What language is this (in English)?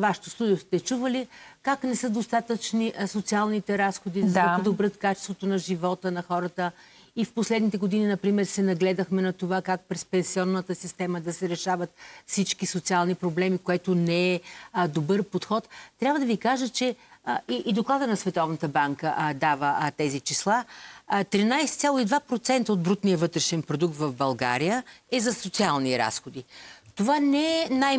Bulgarian